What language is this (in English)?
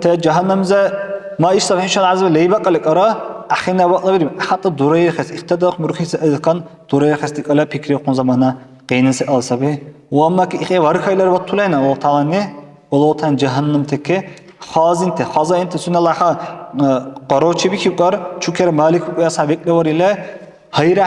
Dargwa